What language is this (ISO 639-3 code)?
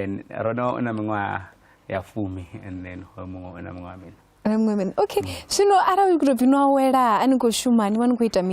ven